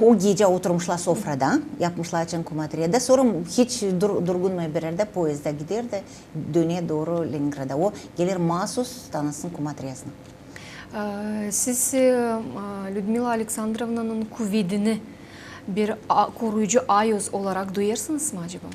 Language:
Gagauz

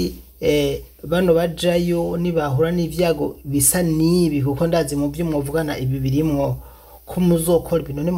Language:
Rundi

